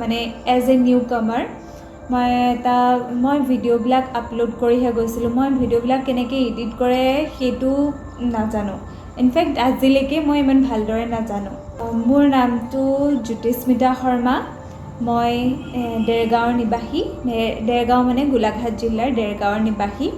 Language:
Assamese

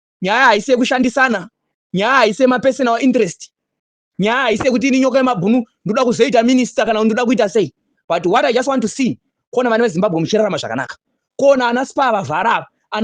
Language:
Shona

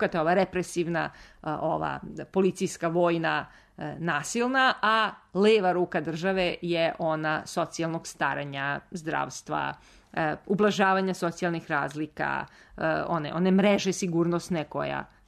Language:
Serbian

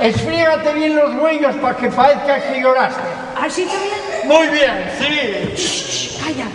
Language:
Asturian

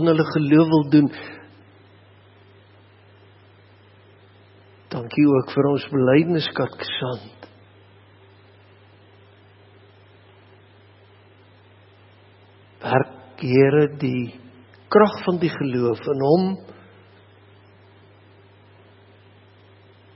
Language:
Afrikaans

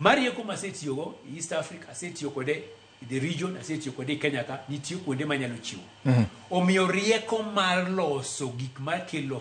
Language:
Luo (Kenya and Tanzania)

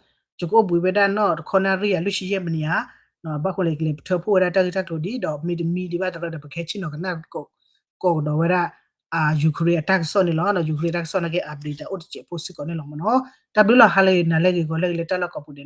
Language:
S'gaw Karen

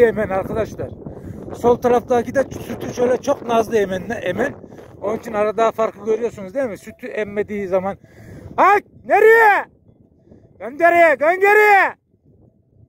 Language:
Turkish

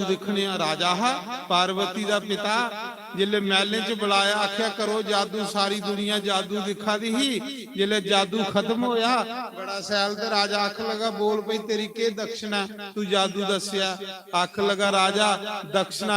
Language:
Dogri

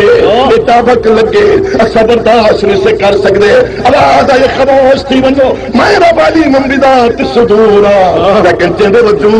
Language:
Saraiki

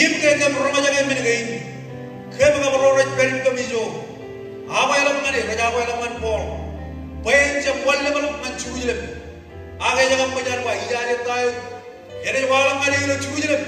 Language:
Marshallese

